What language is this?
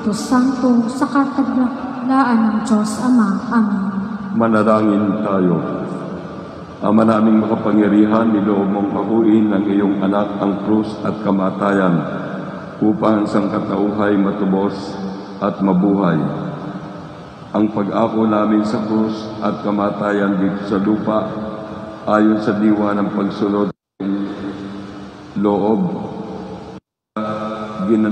Filipino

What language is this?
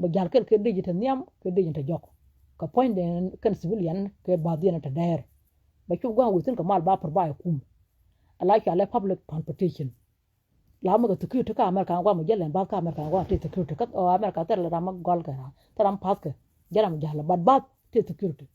Nuer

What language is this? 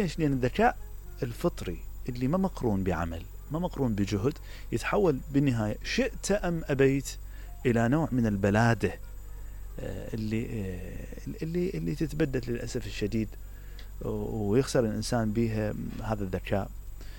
Mesopotamian Arabic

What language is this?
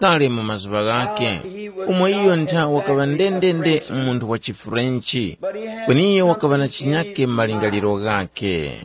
Tumbuka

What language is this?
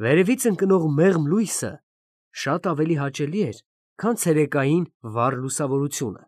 Armenian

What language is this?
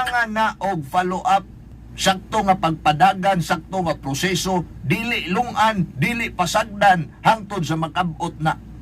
Cebuano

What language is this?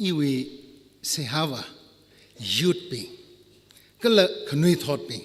Tangkhul Naga (India)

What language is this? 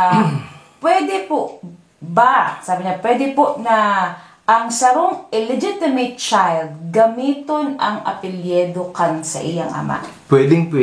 Bikol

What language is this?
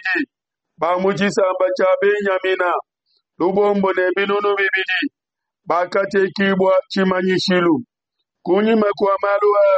Luba-Lulua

